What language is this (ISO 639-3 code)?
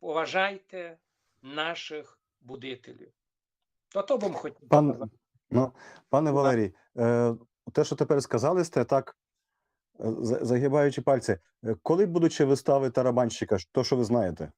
rue